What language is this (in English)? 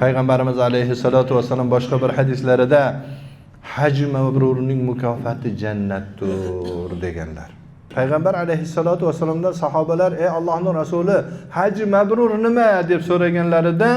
Uzbek